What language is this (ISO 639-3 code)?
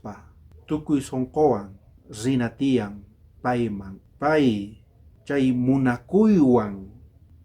quh